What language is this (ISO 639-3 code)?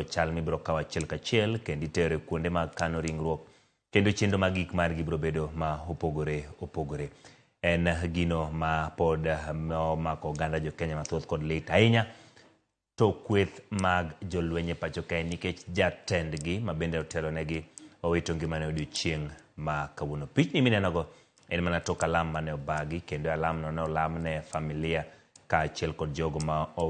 luo